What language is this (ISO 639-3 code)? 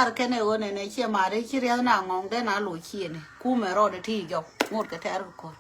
nus